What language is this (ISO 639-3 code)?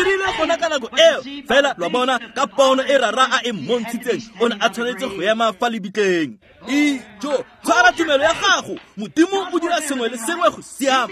tsn